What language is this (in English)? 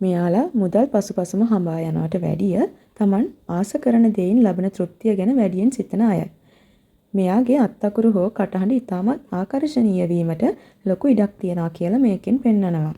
Sinhala